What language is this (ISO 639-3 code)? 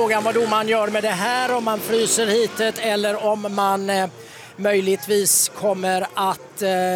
swe